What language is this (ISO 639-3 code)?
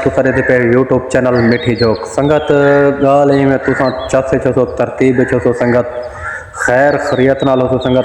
skr